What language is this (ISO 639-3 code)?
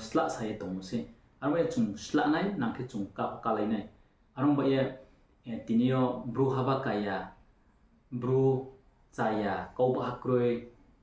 ria